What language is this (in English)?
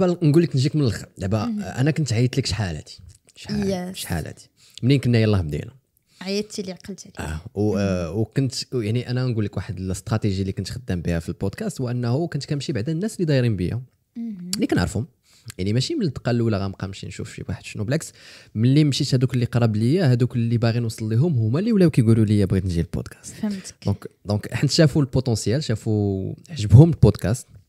Moroccan Arabic